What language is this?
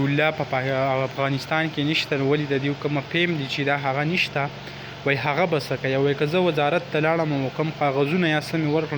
Pashto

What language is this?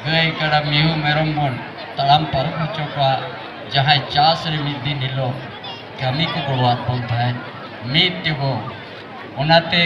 Santali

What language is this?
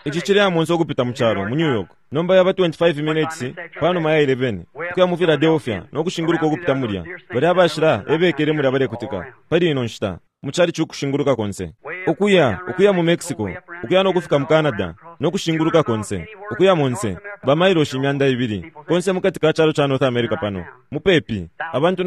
Bemba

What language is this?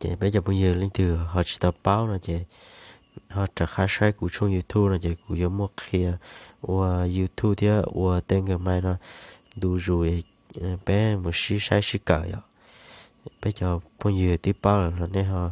Hmong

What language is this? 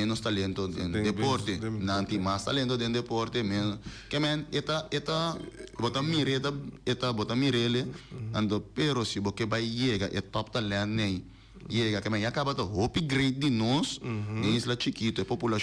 Papiamento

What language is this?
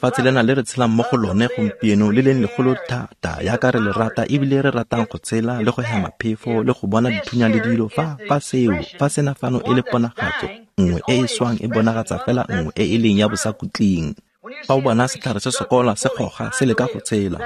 Tswana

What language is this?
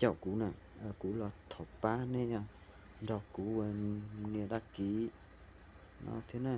Hmong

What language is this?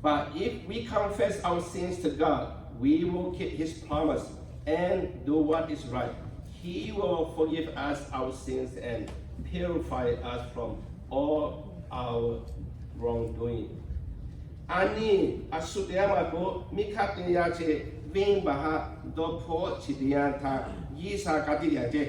Lahu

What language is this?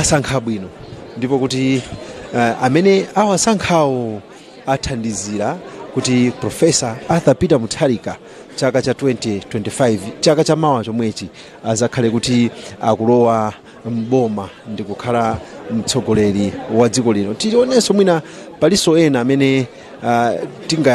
Nyanja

